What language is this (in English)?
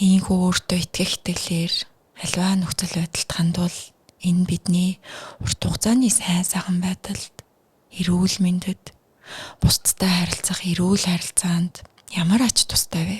Mongolian